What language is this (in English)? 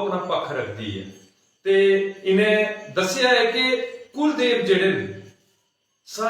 Dogri